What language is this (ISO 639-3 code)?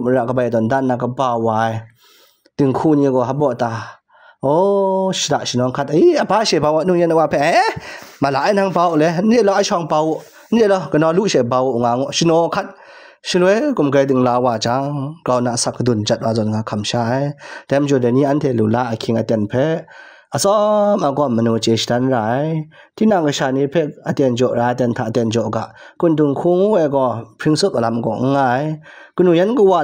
kac